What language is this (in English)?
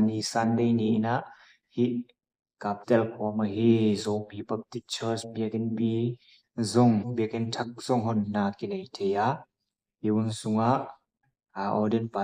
Tedim Chin